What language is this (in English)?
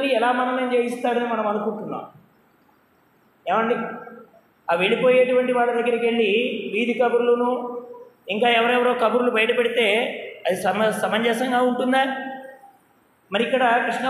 Telugu